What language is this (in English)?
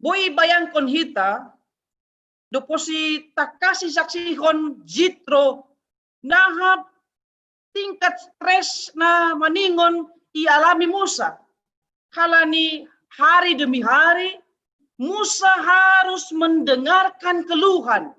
Batak Simalungun